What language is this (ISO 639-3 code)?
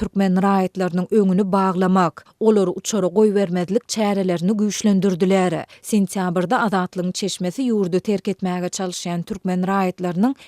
tuk